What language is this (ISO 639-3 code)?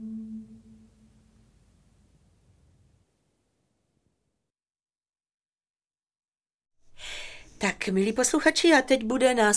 ces